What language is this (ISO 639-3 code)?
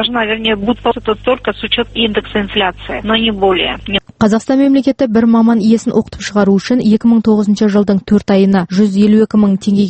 kaz